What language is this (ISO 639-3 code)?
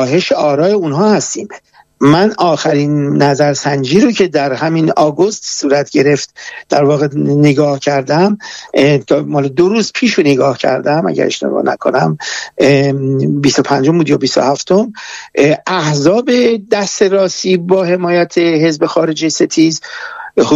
fas